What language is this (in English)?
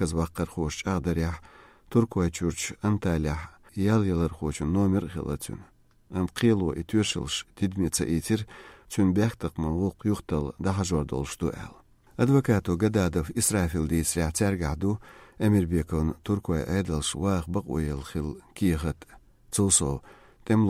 Chechen